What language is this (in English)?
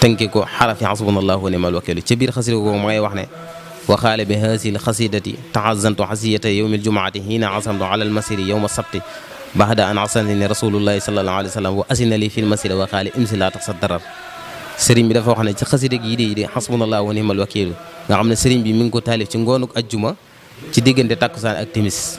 Wolof